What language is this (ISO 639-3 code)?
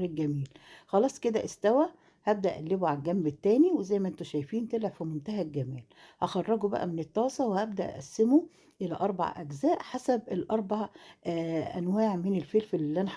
arz